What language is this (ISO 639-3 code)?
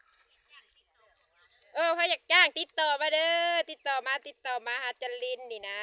lao